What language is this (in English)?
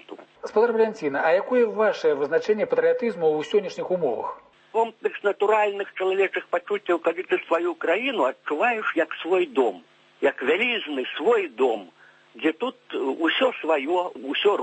Belarusian